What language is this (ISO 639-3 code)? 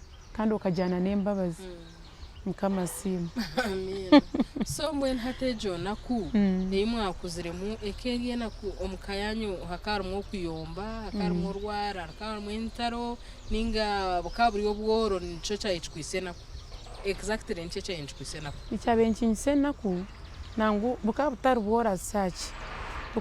nyn